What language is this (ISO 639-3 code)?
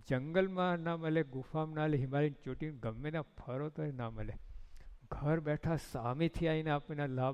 guj